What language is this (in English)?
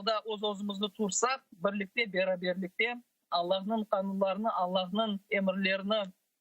Crimean Tatar